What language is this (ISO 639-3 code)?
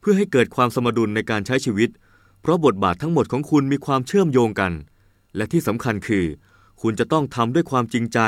tha